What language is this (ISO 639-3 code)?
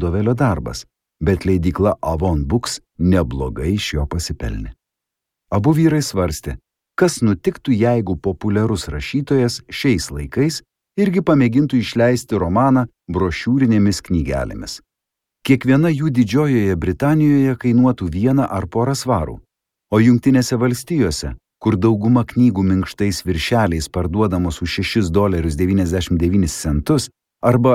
lit